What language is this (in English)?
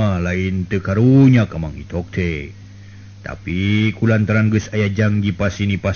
Sundanese